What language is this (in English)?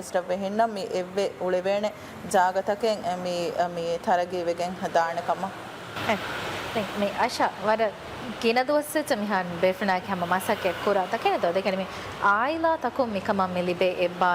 Divehi